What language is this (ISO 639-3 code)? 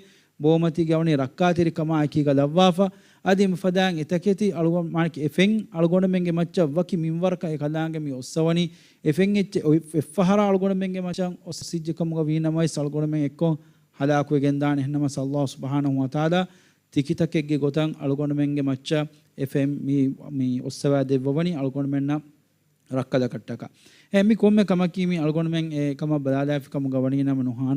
div